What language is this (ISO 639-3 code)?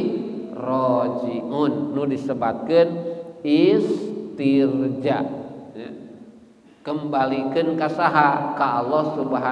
sun